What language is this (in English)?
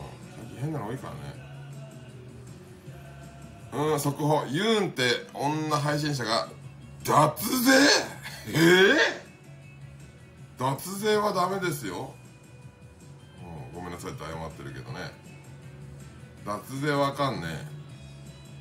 Japanese